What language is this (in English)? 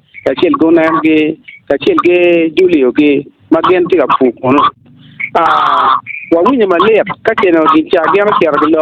Acoli